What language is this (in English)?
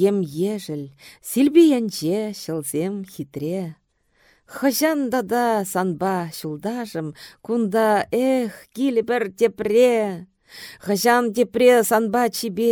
Chuvash